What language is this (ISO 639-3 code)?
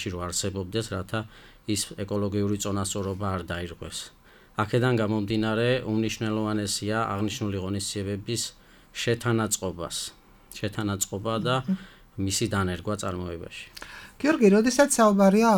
kat